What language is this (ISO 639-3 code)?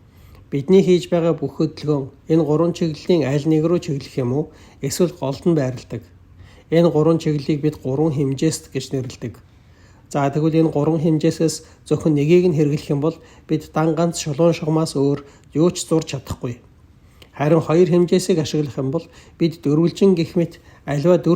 mon